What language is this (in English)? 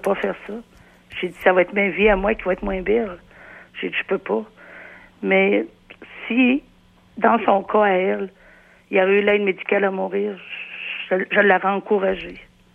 French